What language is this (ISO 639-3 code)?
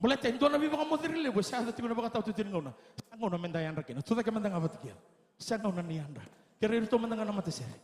fij